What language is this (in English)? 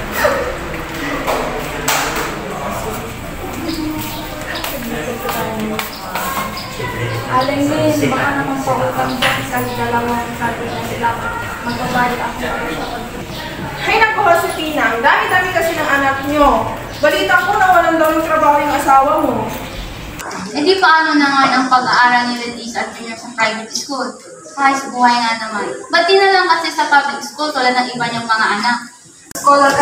Filipino